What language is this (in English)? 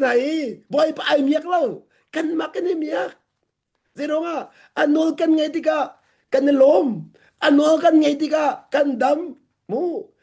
Hakha Chin